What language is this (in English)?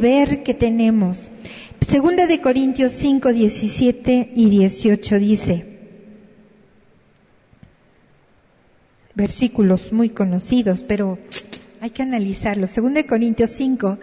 Spanish